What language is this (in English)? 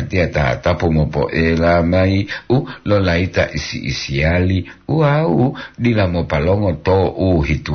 Gorontalo